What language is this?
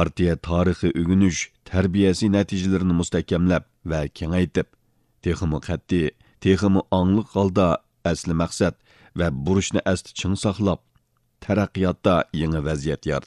Uyghur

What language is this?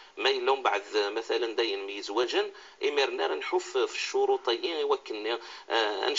Moroccan Arabic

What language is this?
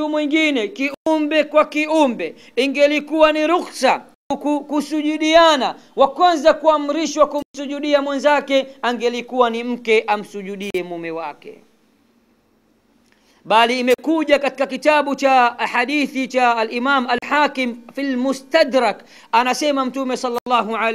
Swahili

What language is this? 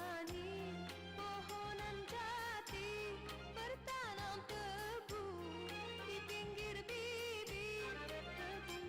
Betawi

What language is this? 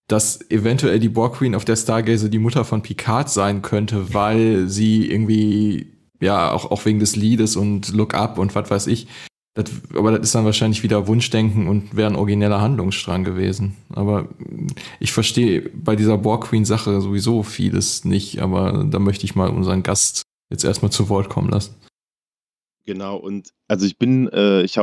German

